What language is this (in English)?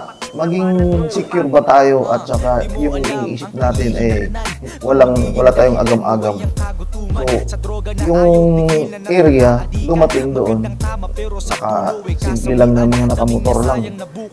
Filipino